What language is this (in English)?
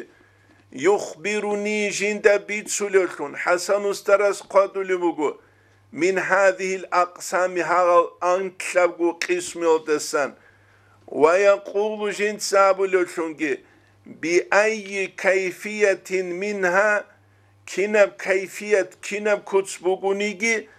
Avaric